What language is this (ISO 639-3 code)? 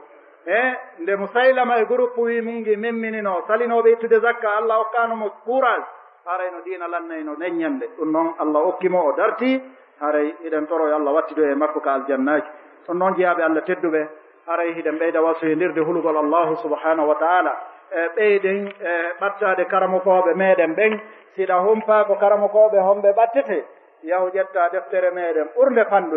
ful